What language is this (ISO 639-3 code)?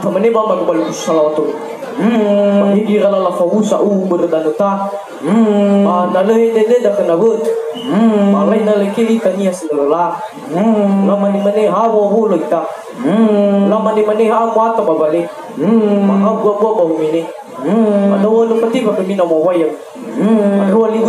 nia